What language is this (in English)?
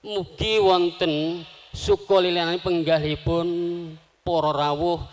Javanese